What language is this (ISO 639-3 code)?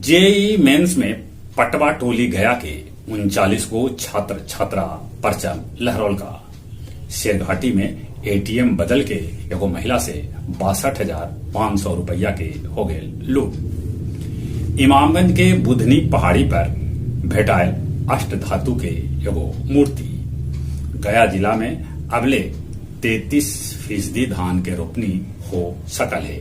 mag